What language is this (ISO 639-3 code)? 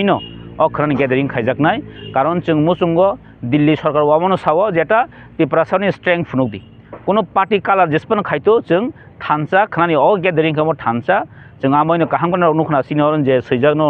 trp